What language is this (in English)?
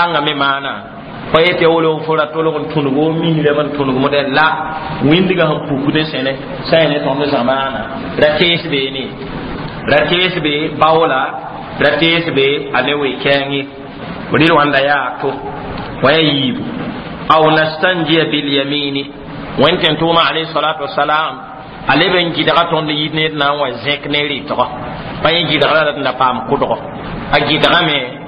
Mossi